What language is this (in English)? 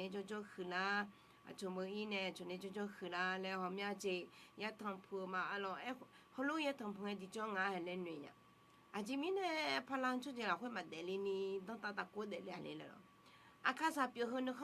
Akha